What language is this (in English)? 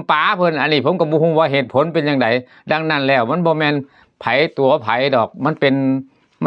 Lao